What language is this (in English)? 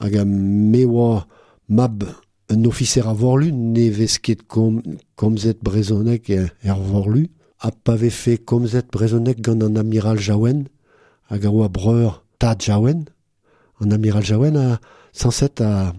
Breton